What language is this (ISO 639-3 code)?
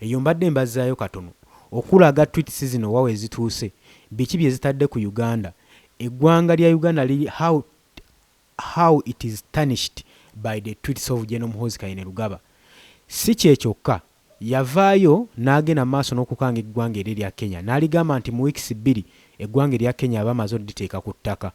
lug